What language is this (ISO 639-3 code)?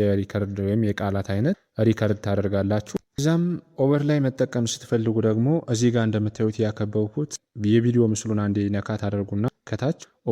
amh